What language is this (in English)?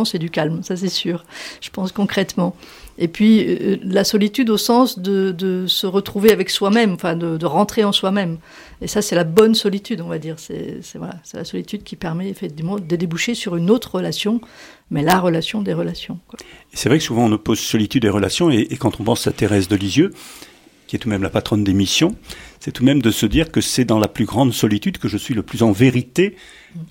French